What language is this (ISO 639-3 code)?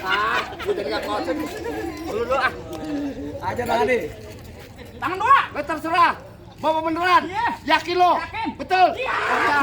bew